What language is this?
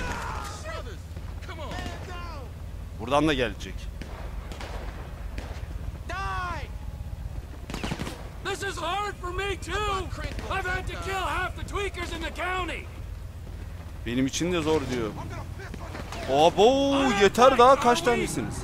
Turkish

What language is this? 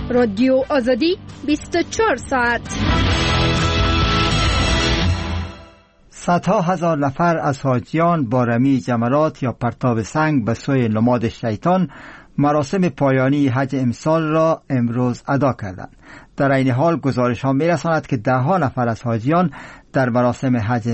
Persian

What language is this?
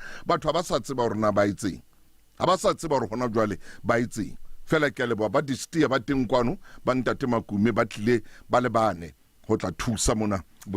Southern Sotho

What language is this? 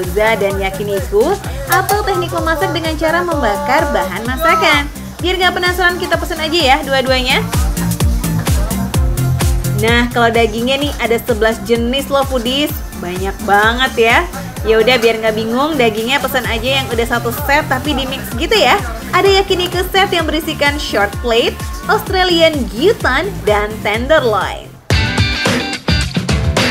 Indonesian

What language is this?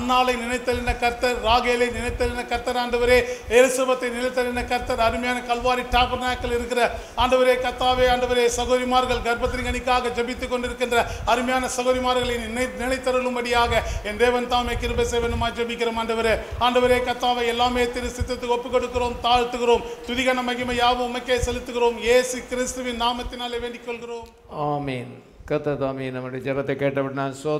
Tamil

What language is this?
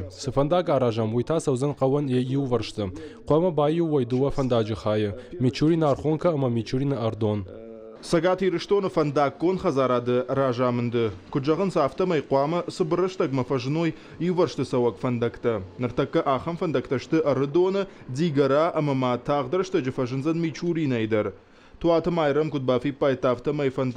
Ossetic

